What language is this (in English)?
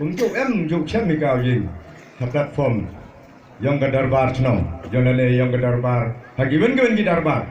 Khasi